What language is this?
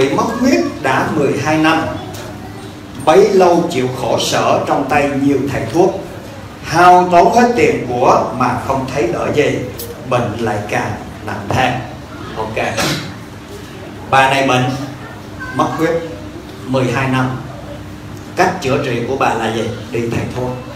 Vietnamese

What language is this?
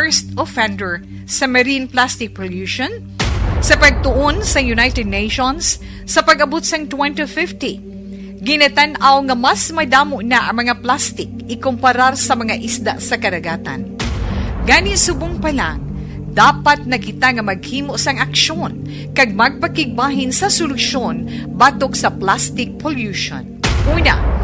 Hiligaynon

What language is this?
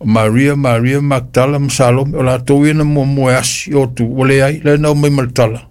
Samoan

